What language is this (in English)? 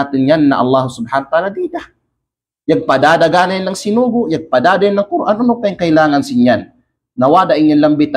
Kalagan